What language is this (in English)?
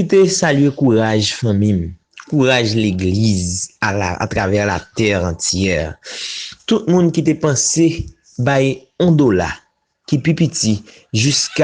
Haitian Creole